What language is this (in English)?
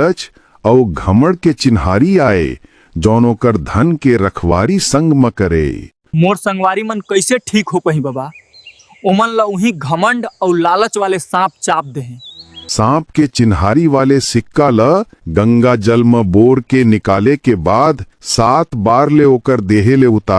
Chhattisgarhi